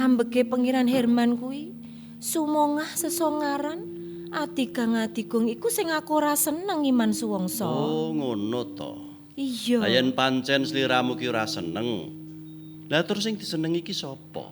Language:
Javanese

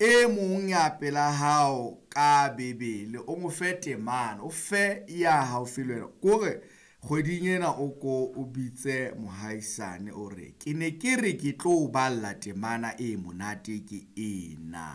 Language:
Southern Sotho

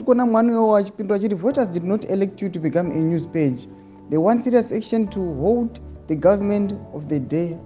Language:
Shona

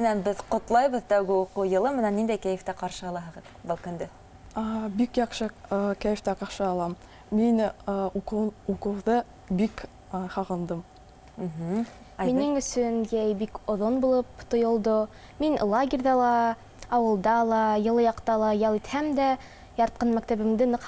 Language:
Bashkir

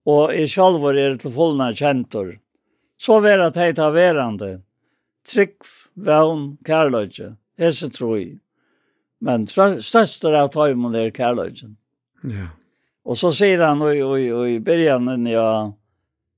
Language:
Faroese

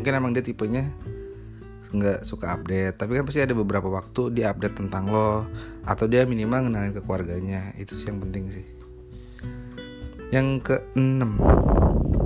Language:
Indonesian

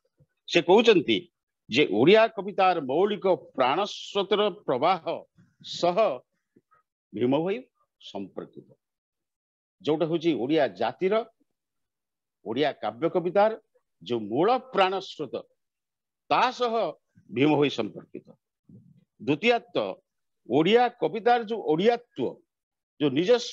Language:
Odia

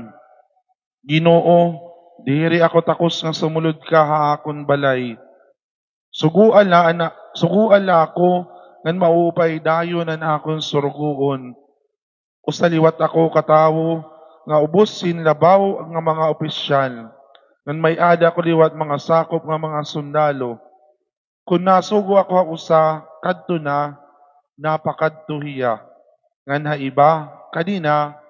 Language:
Waray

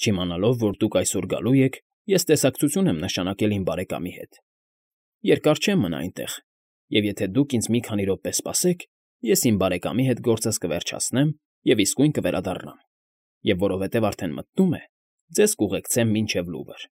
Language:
Armenian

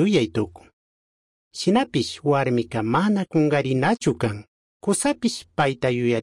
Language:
Chimborazo Highland Quichua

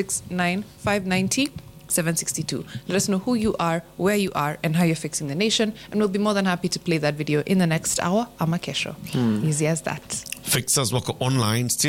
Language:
Swahili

